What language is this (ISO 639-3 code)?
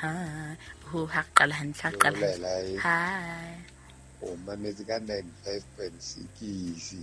sot